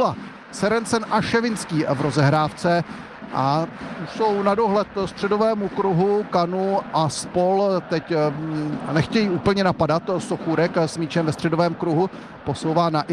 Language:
Czech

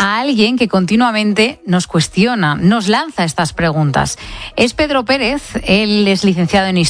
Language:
Spanish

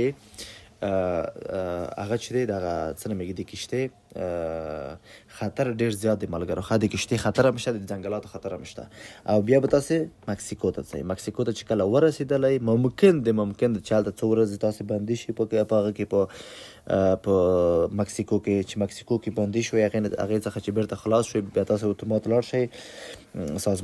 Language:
Pashto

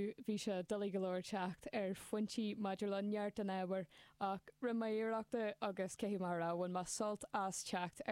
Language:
Irish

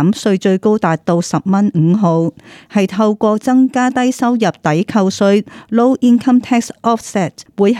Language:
Cantonese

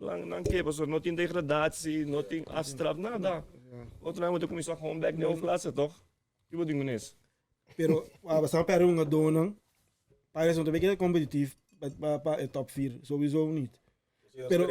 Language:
Papiamento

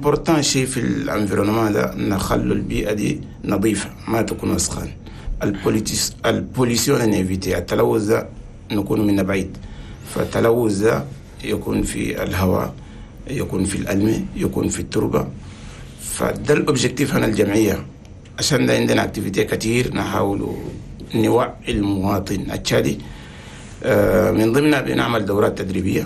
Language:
Chadian Arabic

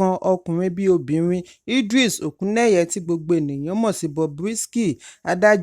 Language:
Yoruba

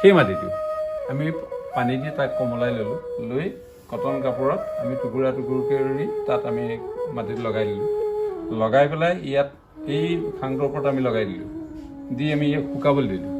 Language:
Assamese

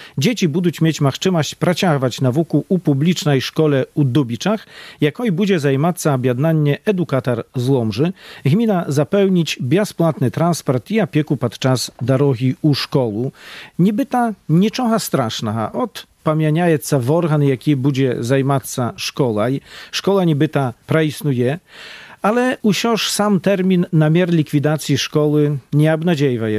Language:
Belarusian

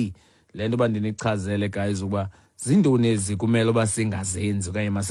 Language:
Xhosa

